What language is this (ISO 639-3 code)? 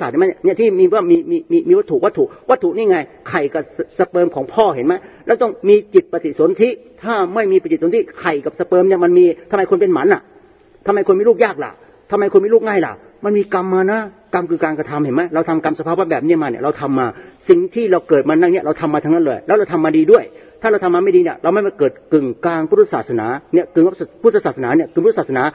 tha